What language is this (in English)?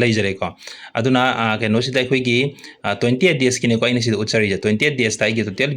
Manipuri